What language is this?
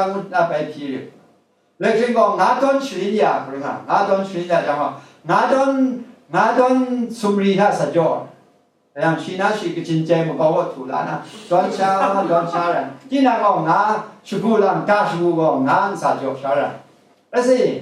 Kachin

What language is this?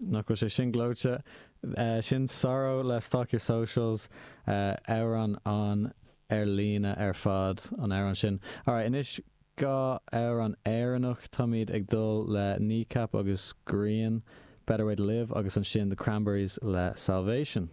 Irish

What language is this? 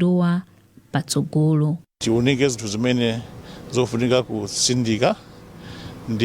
Nyanja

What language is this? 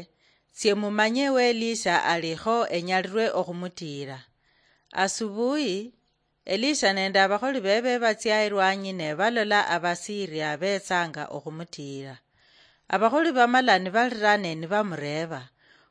Luyia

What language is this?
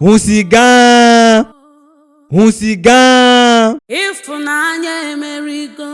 Ewe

